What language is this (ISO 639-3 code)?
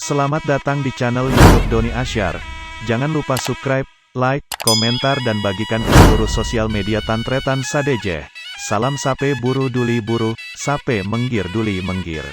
mad